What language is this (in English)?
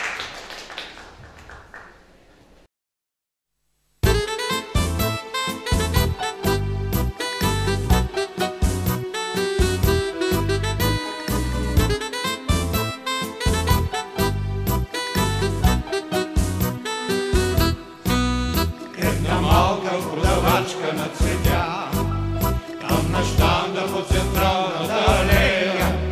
Bulgarian